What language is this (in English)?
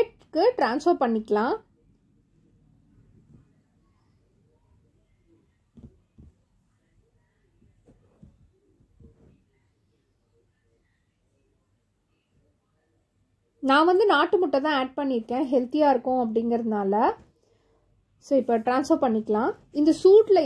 Tamil